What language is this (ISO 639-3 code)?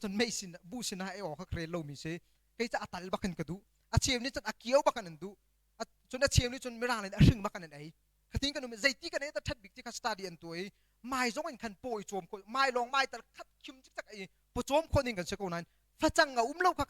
cnh